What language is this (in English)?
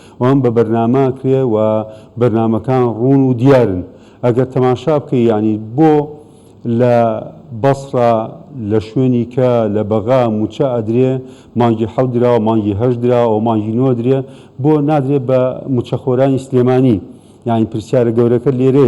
Central Kurdish